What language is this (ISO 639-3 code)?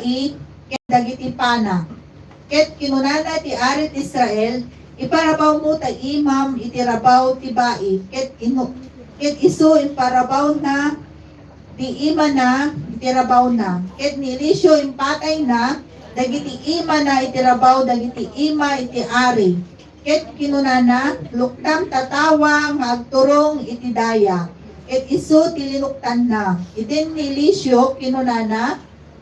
ilo